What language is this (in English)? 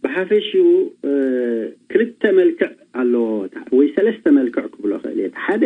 Tigrinya